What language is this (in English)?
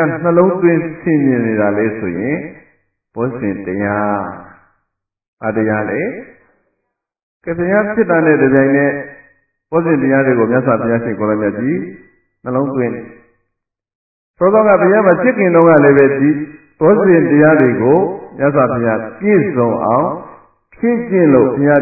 Burmese